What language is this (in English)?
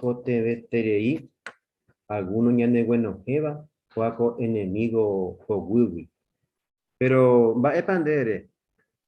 Guarani